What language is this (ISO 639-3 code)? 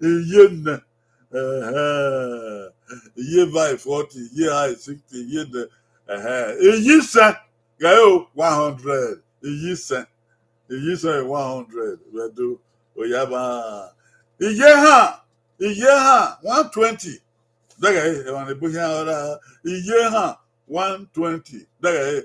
bin